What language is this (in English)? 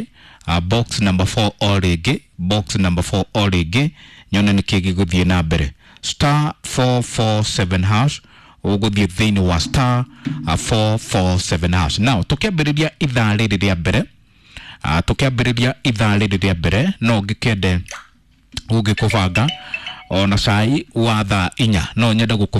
Kikuyu